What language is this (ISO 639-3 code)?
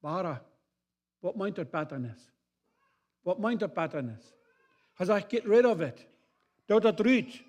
pdt